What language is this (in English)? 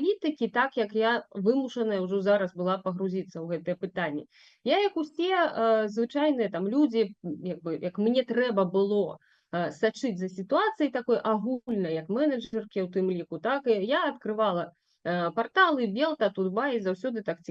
Belarusian